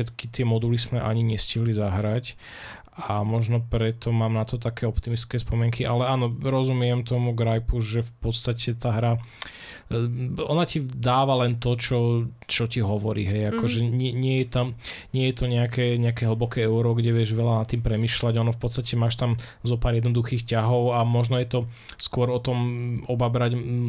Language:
Slovak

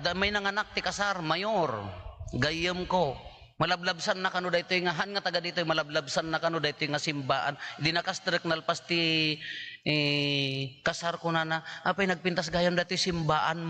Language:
Iloko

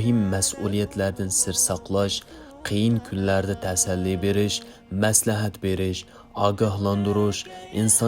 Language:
Uyghur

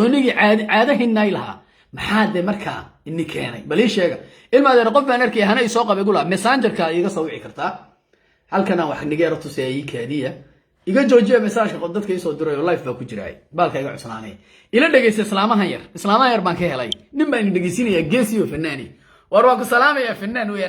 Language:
Somali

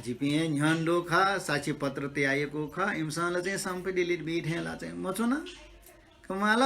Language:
Newari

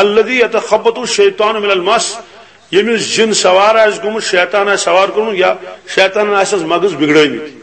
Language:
Kashmiri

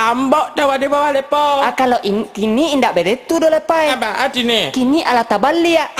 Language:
Minangkabau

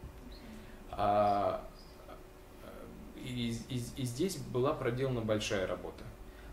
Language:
Russian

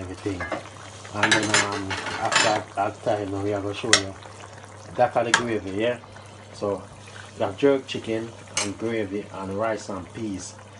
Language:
Jamaican Creole English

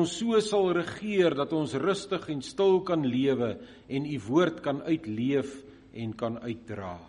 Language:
Afrikaans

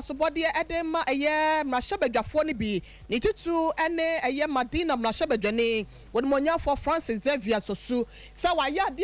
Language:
Akan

